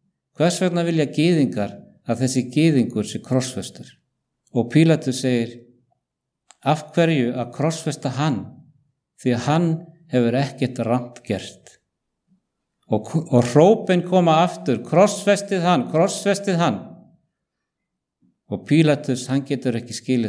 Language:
Icelandic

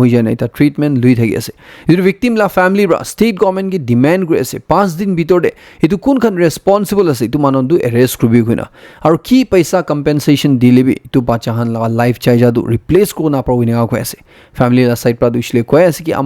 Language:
Naga Pidgin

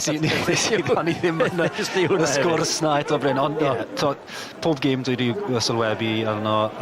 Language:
Welsh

